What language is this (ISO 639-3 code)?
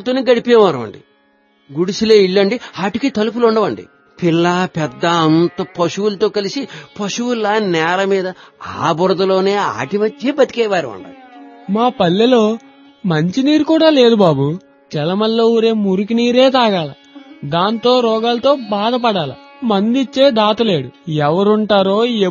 tel